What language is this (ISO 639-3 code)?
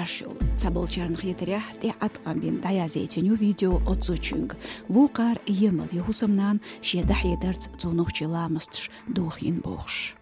che